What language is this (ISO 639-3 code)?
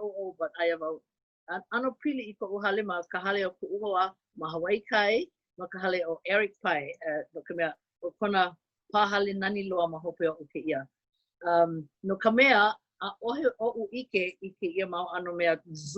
haw